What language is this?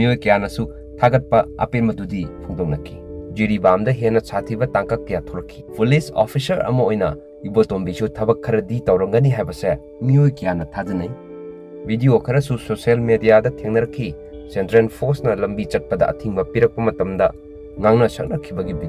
Manipuri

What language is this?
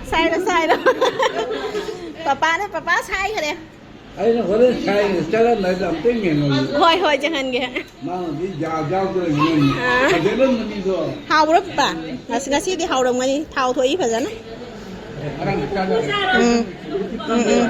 Manipuri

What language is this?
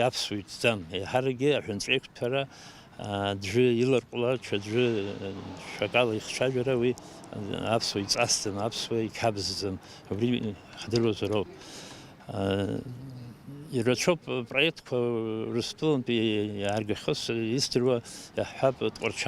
Abkhazian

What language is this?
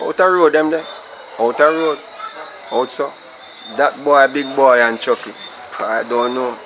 Jamaican Creole English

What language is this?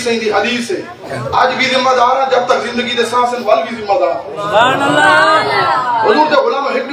Saraiki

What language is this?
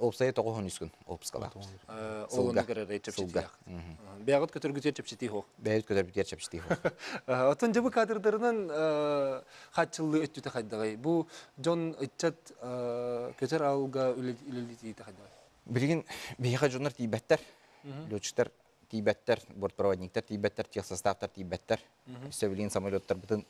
Yakut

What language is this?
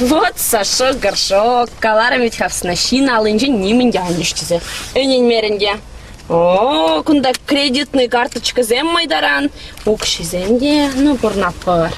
Chuvash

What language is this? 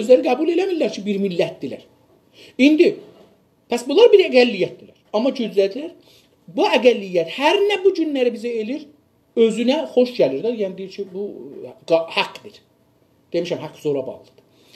South Azerbaijani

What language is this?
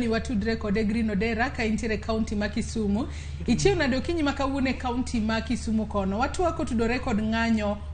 Luo (Kenya and Tanzania)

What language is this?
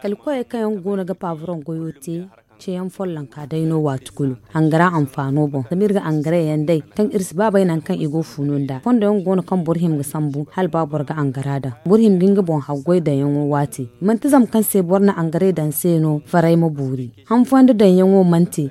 Zarma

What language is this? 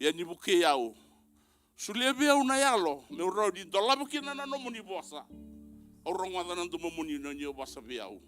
Fijian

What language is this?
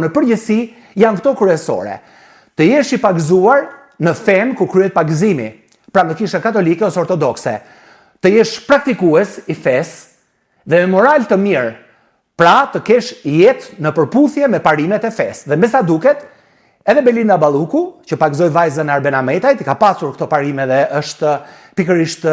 Albanian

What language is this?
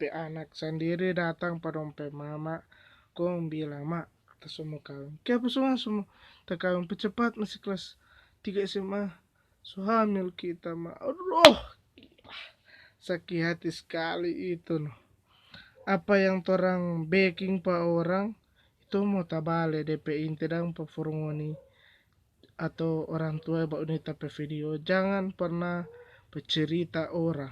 Manado Malay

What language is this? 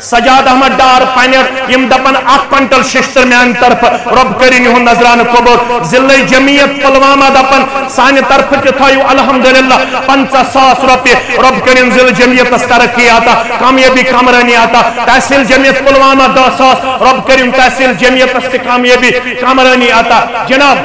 Kashmiri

